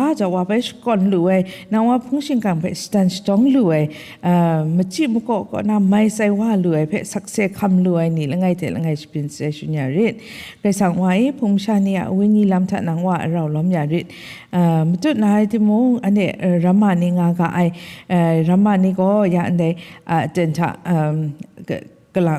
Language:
Kachin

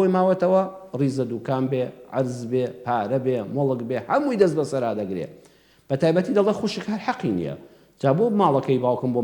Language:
Central Kurdish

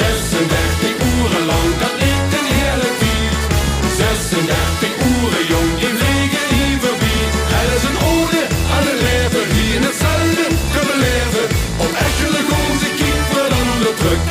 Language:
Limburgish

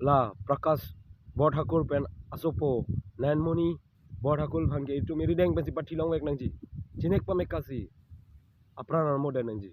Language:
Karbi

